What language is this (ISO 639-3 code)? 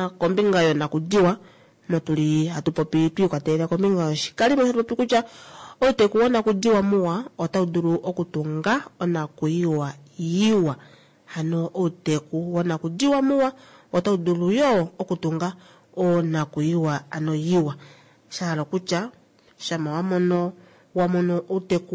kua